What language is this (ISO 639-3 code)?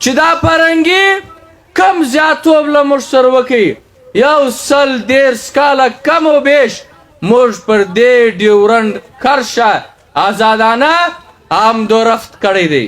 pus